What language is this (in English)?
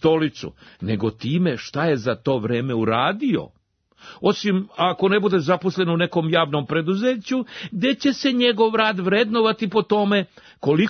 Serbian